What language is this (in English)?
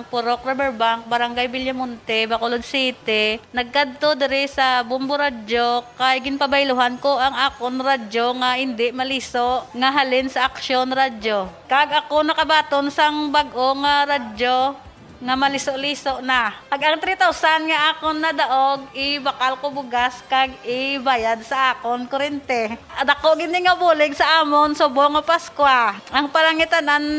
Hiligaynon